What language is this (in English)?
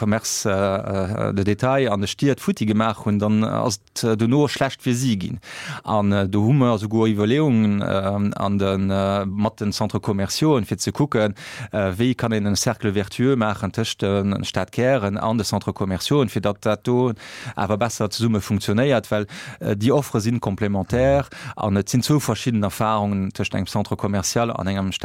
Luxembourgish